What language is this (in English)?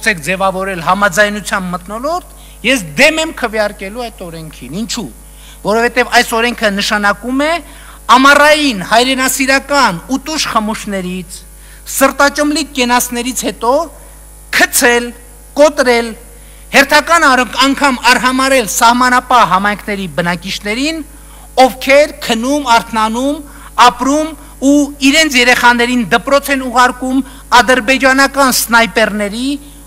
Armenian